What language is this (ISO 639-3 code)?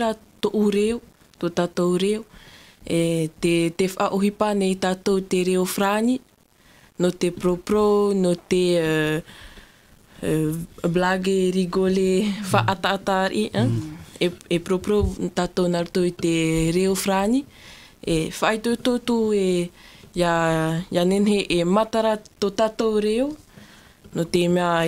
tah